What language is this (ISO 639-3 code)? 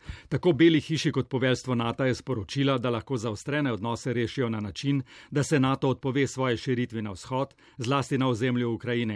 slv